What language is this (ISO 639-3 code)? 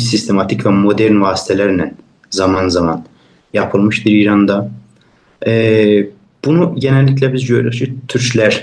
azb